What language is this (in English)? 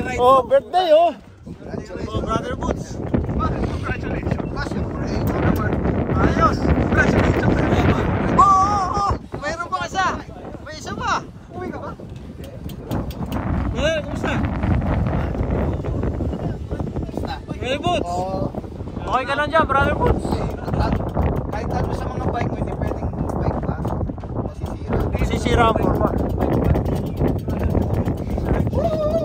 Filipino